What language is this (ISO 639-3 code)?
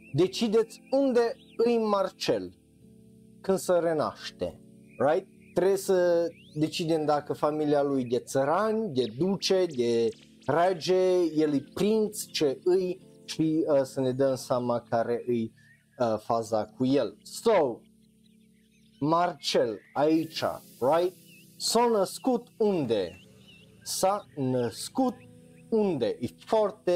ron